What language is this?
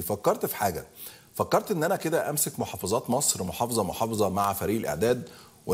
Egyptian Arabic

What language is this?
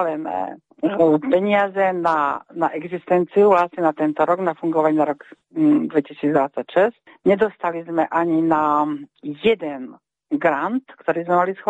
Slovak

